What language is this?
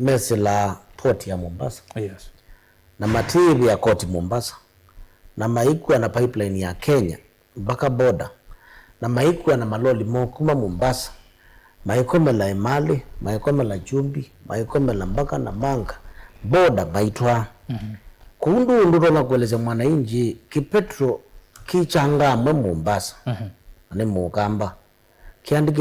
Kamba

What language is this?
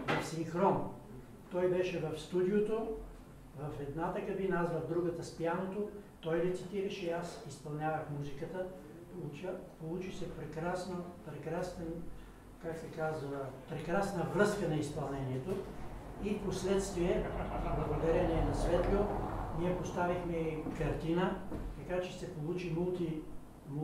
Bulgarian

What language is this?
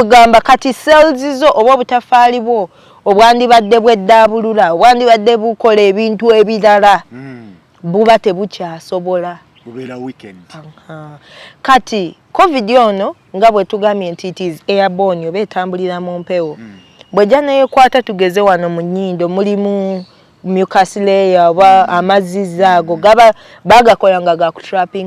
Ganda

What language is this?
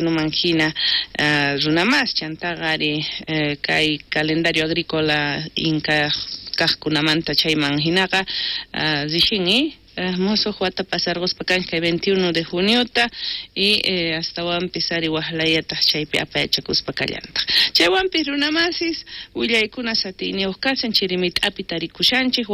South Bolivian Quechua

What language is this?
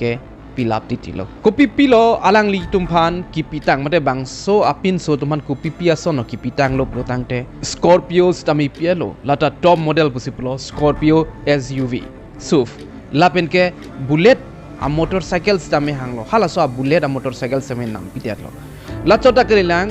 Karbi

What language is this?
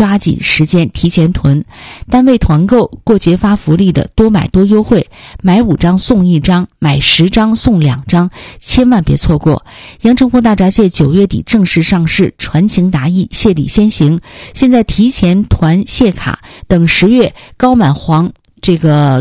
Chinese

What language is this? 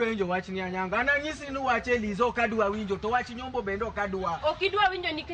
Luo (Kenya and Tanzania)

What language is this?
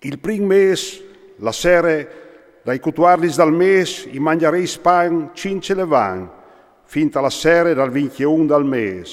Friulian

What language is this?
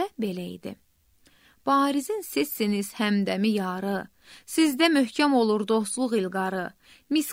Azerbaijani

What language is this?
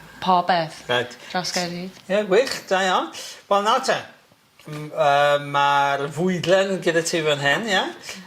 Welsh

